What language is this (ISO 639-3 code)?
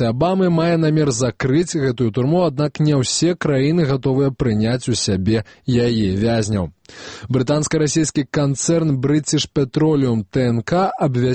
bel